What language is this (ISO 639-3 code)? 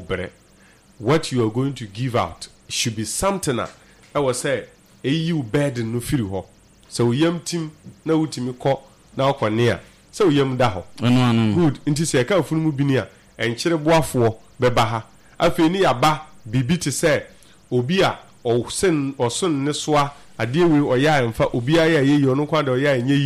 aka